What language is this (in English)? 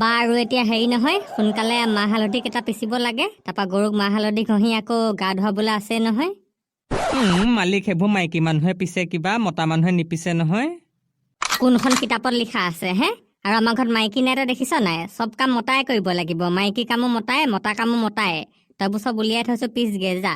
Assamese